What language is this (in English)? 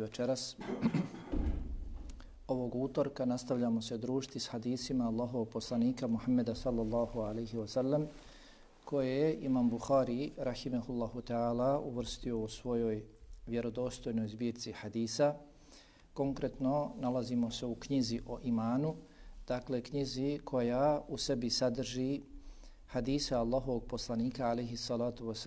Bosnian